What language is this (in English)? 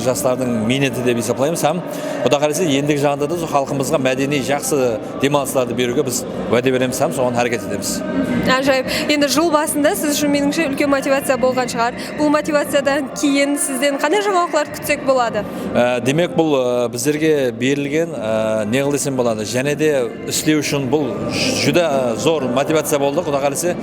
Kara-Kalpak